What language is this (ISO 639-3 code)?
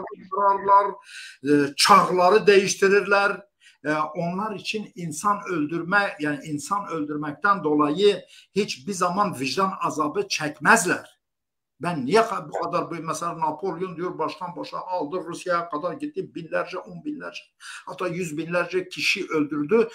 tur